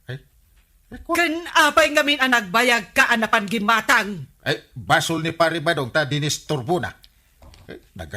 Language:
Iloko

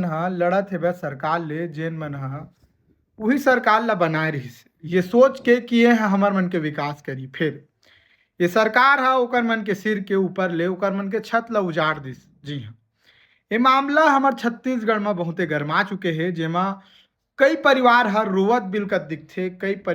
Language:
Chhattisgarhi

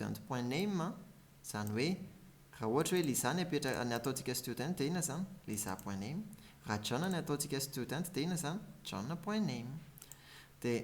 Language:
Malagasy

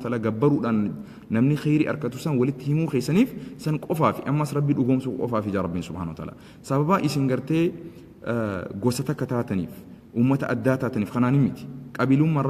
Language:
Oromo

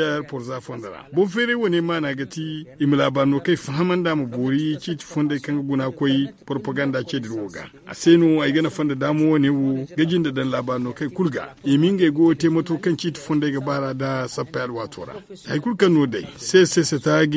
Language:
Zarma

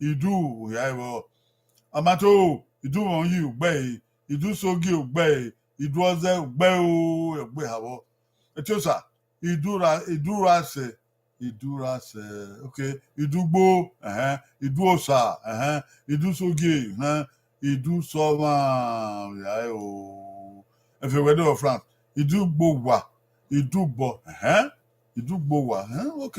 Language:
Bini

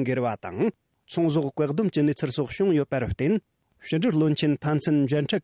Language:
Tibetan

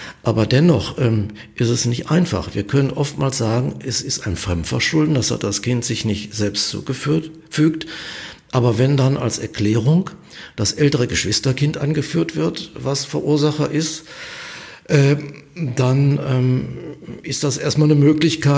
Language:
German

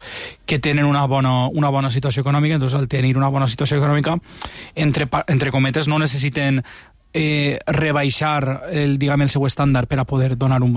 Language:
Catalan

